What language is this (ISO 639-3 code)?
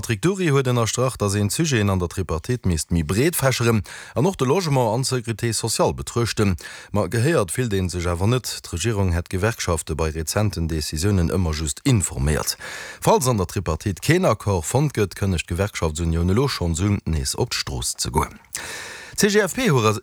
ltz